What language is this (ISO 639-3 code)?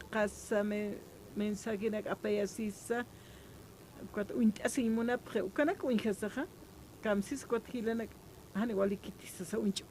aym